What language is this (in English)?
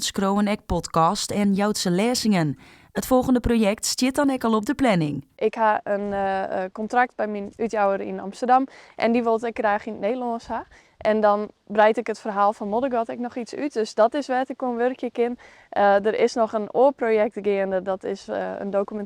Western Frisian